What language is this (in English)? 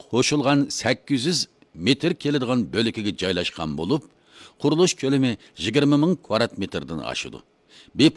Uyghur